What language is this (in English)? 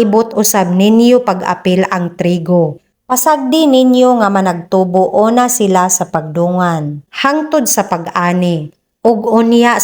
Cebuano